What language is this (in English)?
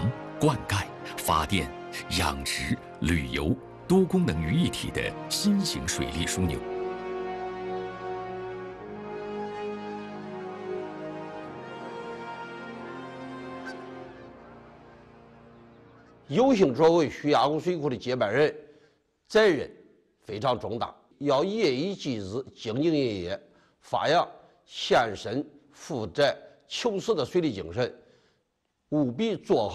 Chinese